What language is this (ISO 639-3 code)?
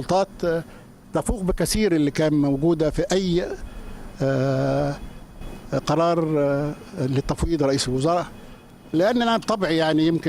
arz